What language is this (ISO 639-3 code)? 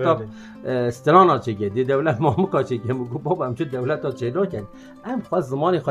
kur